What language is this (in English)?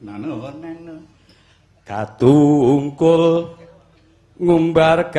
Javanese